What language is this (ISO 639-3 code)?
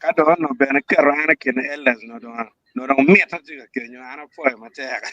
ach